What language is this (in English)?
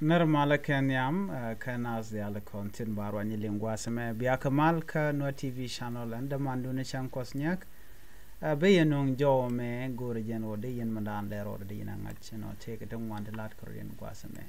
Nuer